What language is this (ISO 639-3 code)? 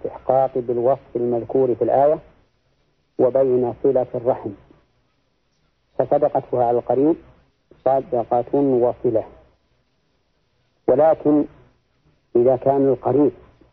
ara